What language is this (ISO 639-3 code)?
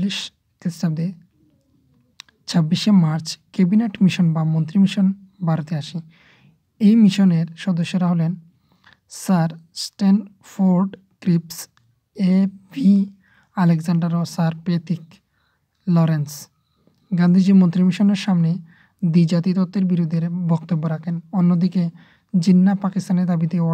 ben